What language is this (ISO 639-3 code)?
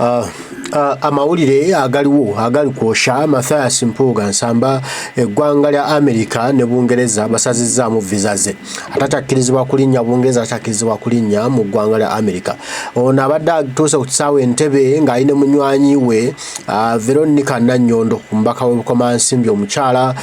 lug